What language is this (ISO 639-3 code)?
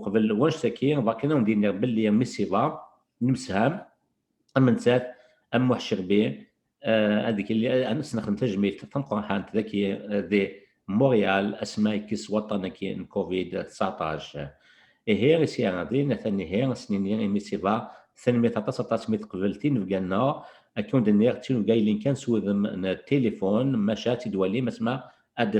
kab